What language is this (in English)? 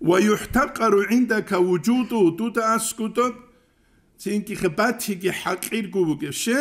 Avaric